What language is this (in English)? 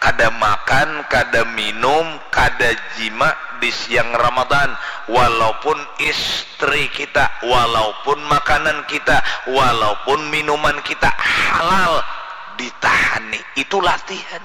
Banjar